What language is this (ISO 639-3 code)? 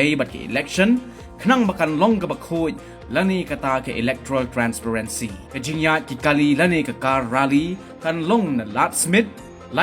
kha